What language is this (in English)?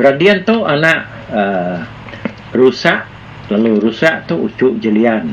Iban